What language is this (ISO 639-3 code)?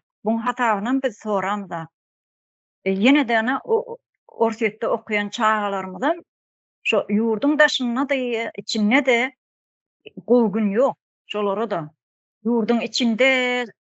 tuk